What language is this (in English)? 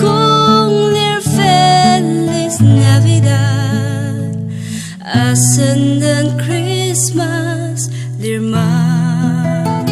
Ao Naga